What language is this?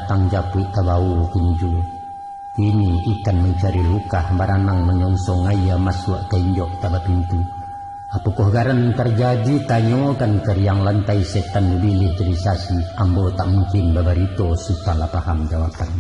Minangkabau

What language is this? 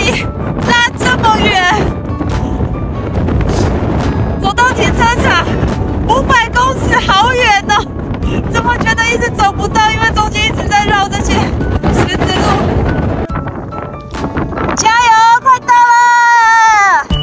Chinese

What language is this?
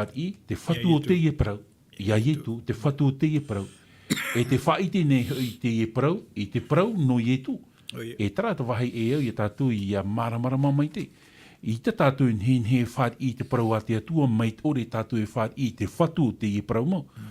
Tahitian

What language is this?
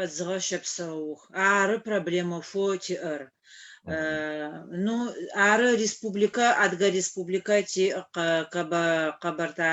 Adyghe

